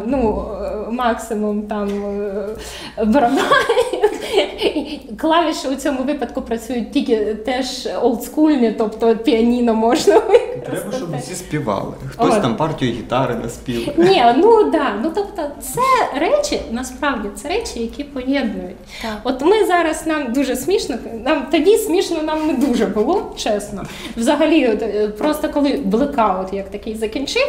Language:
Ukrainian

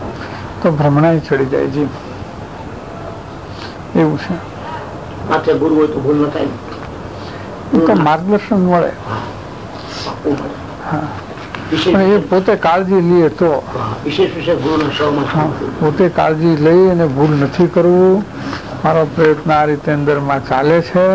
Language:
Gujarati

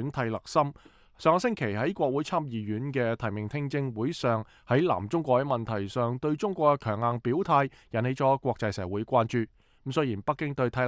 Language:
Cantonese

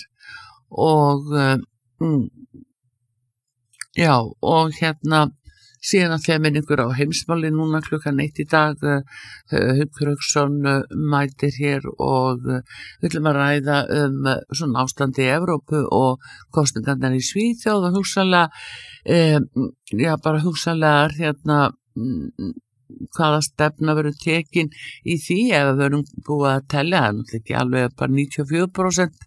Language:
Icelandic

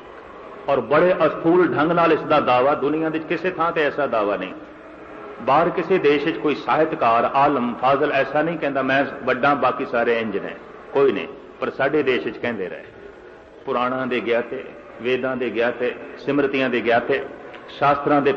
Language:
Punjabi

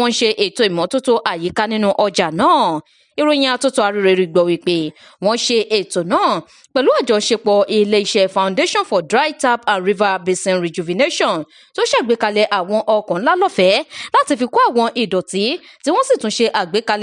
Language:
Yoruba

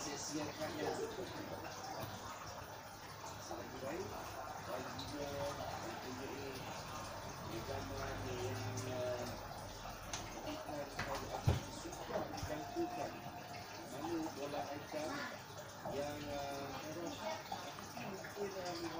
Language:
Malay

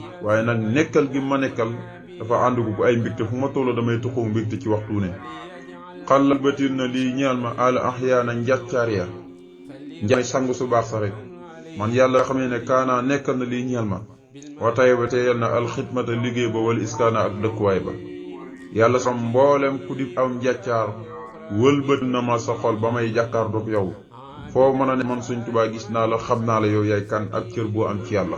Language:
Wolof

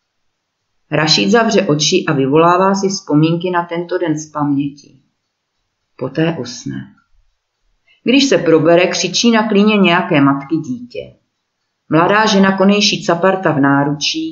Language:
Czech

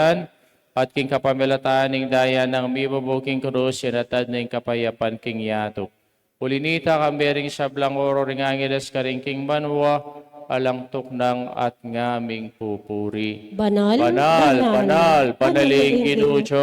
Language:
Pampanga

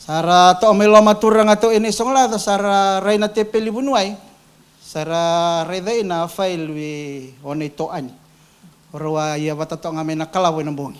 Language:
Fijian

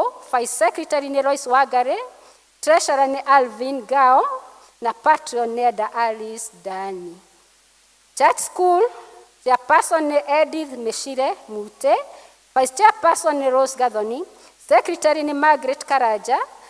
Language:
Kikuyu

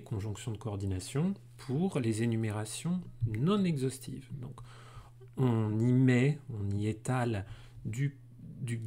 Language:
French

